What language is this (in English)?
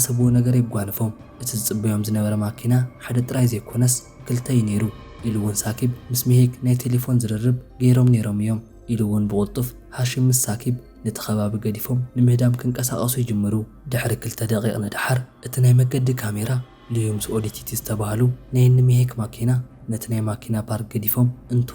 Tigrinya